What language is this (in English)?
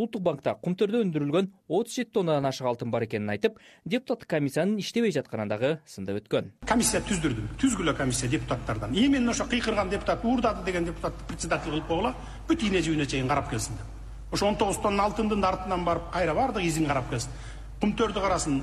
Kyrgyz